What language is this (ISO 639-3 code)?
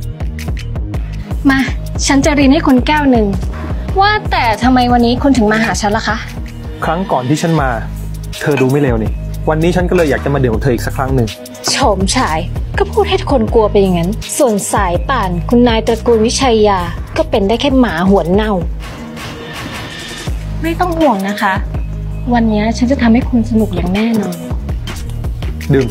tha